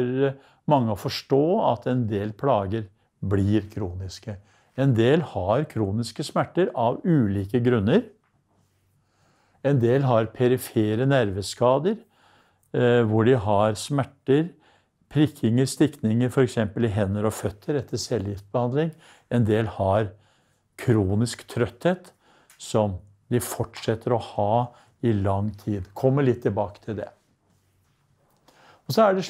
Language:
Norwegian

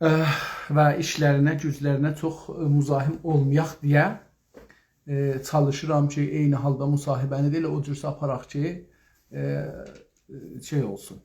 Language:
South Azerbaijani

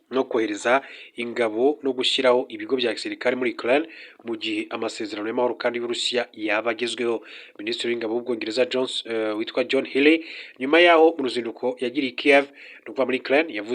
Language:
Kinyarwanda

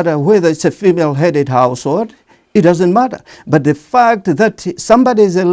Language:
English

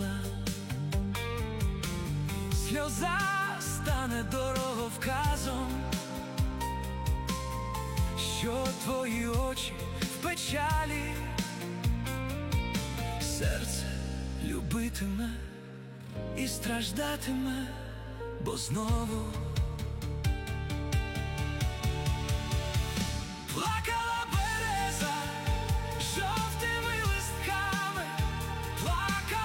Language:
Ukrainian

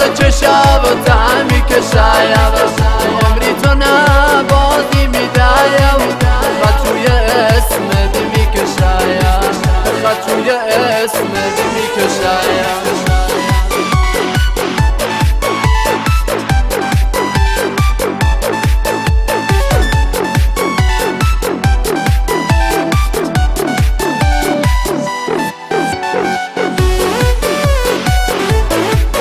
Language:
Persian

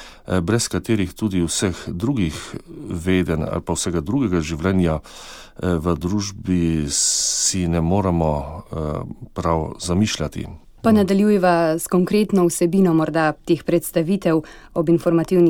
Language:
Slovenian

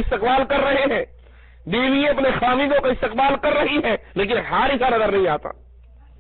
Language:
Urdu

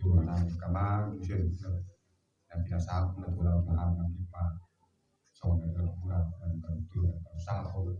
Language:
Batak Toba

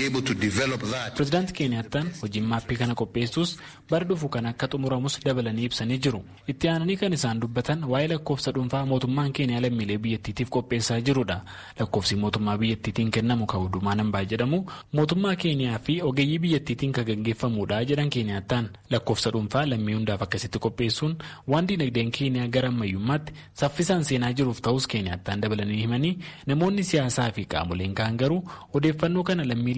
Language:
Oromo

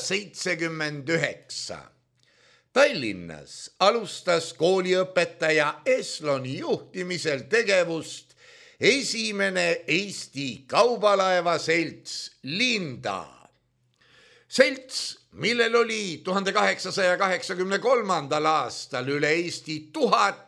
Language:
Estonian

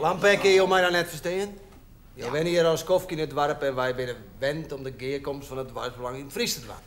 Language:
Western Frisian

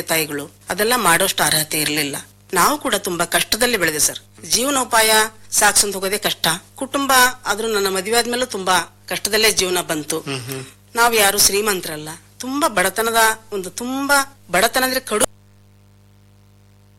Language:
Kannada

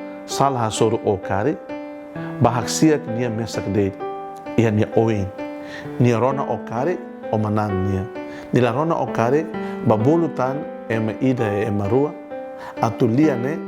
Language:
Tetum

